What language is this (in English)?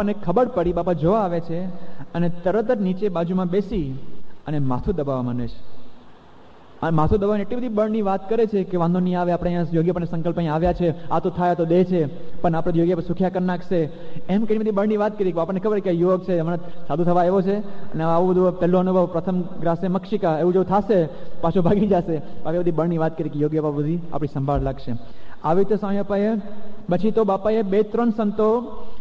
Gujarati